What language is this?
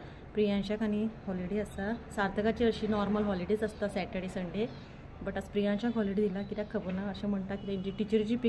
Konkani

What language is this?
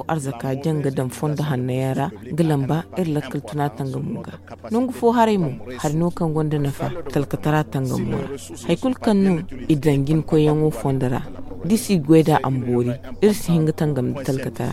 Zarma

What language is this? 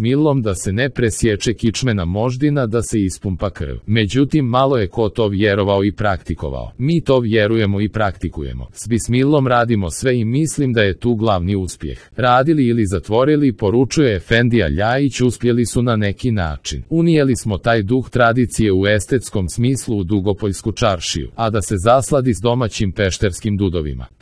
Croatian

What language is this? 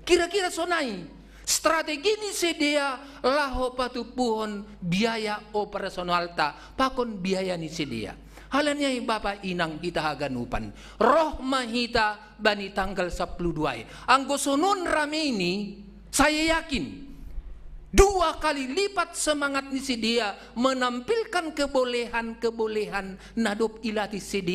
Batak Simalungun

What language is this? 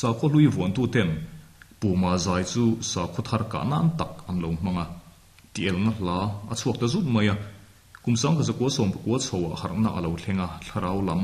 Mizo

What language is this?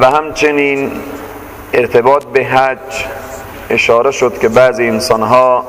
Persian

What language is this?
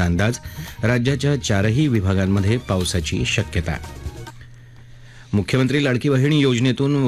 Marathi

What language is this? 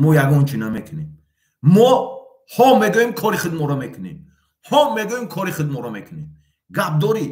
Tajik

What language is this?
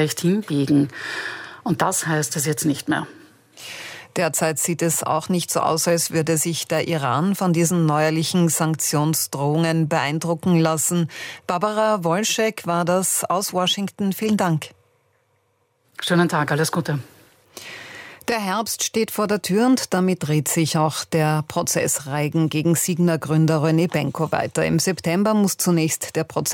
German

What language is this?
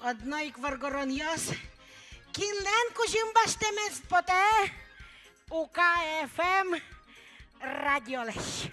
Udmurt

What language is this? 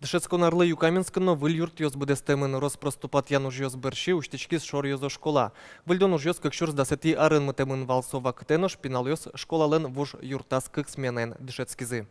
Udmurt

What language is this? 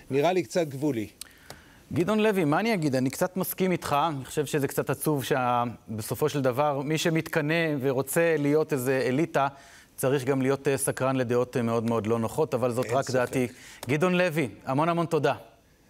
Hebrew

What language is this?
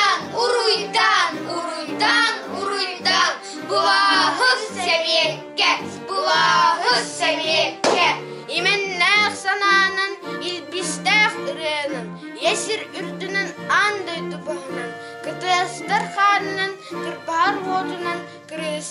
Yakut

